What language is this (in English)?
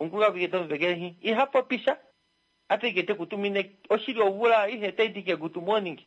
Kuanyama